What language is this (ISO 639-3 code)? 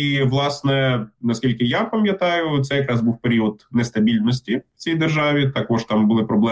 ukr